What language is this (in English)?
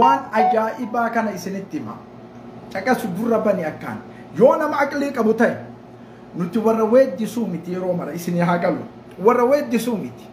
Oromo